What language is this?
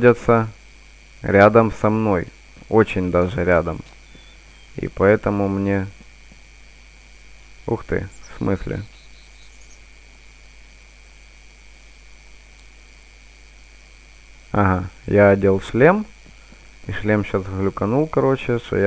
Russian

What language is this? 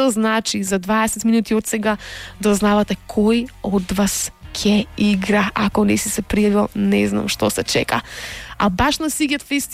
Macedonian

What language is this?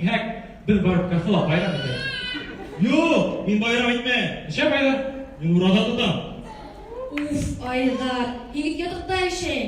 Bashkir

